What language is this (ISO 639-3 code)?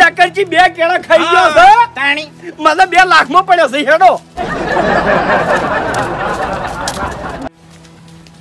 guj